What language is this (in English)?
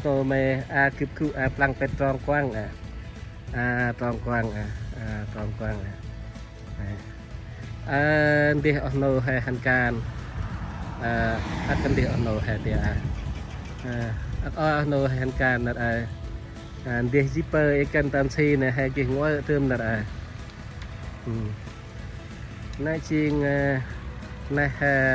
Central Mnong